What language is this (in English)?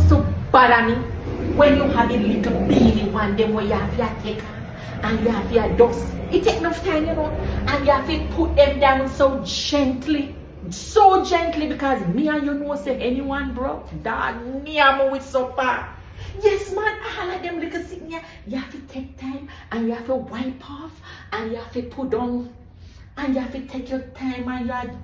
Jamaican Creole English